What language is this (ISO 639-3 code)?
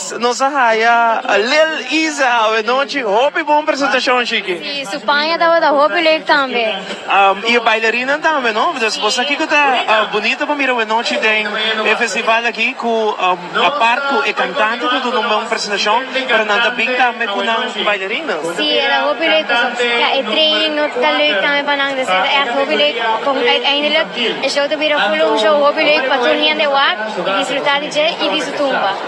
pap